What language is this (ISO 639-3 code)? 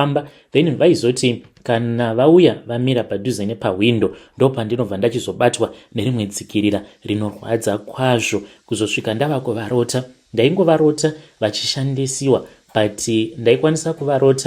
sna